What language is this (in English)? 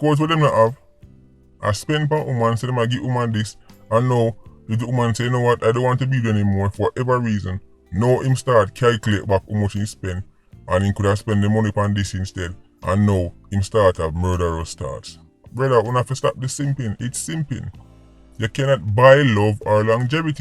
Jamaican Creole English